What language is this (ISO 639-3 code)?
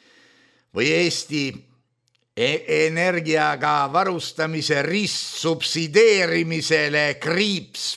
est